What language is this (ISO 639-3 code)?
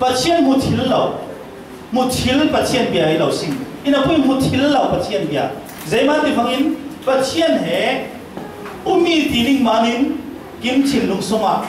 cfm